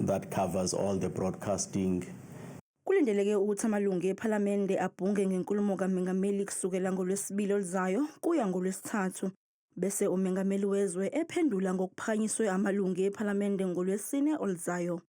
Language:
Zulu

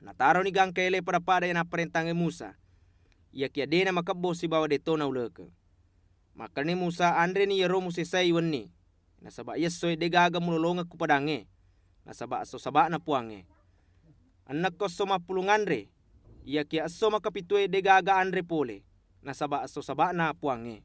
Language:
Buginese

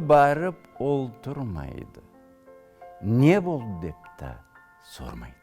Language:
Karachay-Balkar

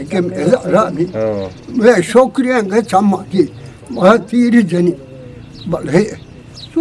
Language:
Eastern Balochi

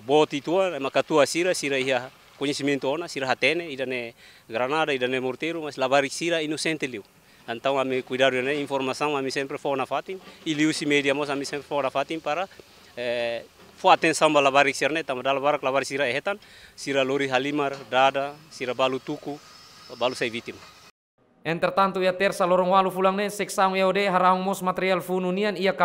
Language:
Tetum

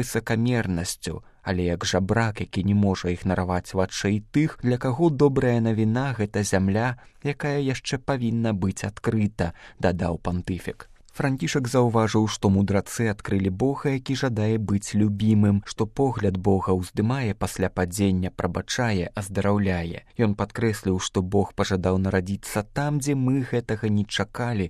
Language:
Belarusian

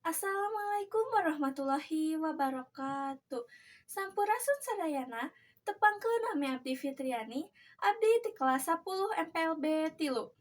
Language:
Sundanese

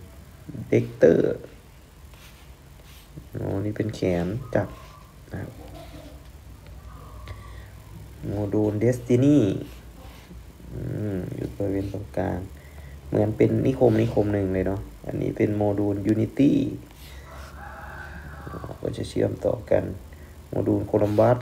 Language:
Thai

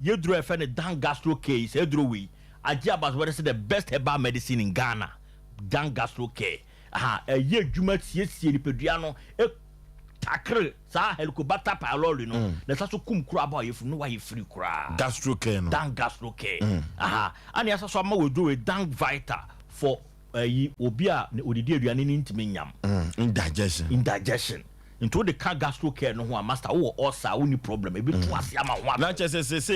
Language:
Akan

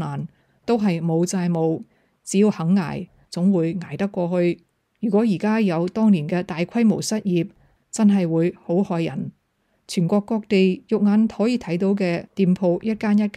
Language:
Cantonese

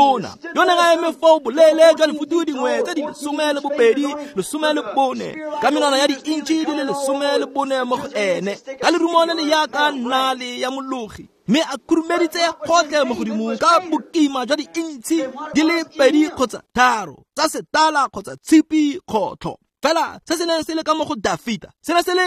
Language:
Tswana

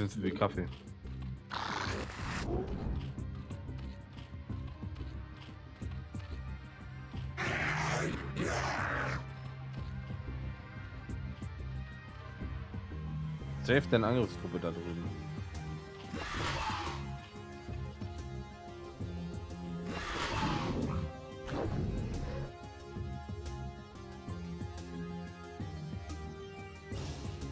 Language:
German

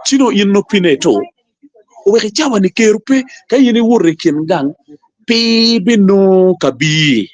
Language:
Acoli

